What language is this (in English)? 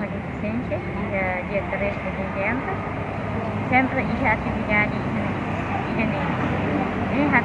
Tetum